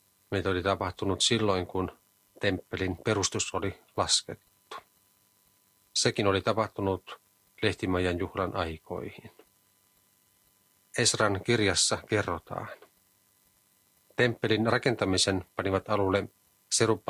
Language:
Finnish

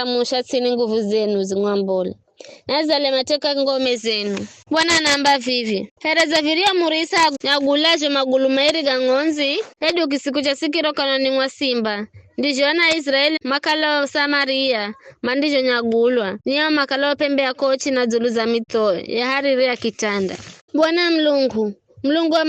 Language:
Giryama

